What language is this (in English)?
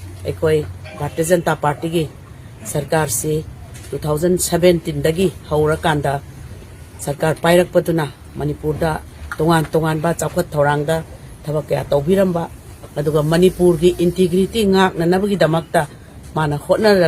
Manipuri